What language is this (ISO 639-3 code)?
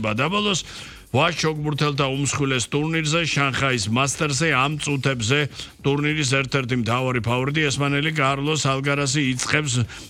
kat